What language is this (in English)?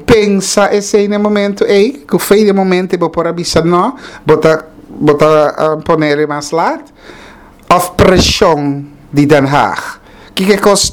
Papiamento